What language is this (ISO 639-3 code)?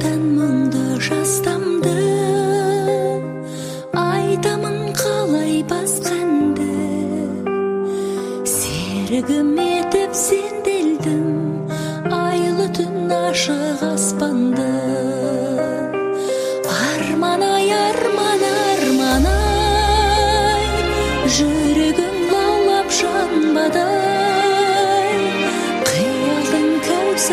kaz